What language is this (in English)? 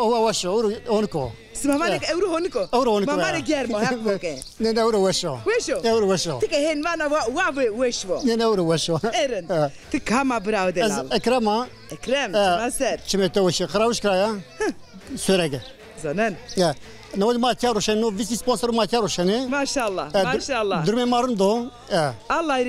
Zaza